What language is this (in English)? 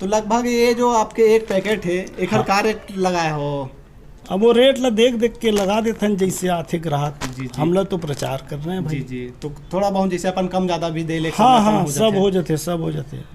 Chhattisgarhi